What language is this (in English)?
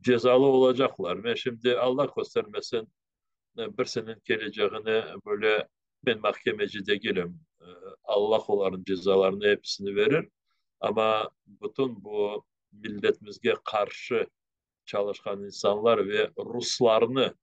Crimean Tatar